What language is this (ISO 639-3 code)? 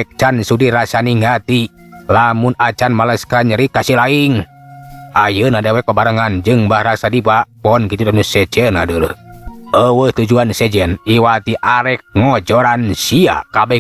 sun